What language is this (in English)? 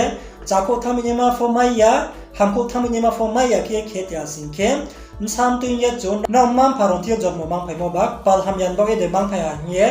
Riang (India)